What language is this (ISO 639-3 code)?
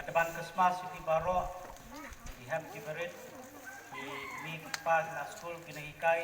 kha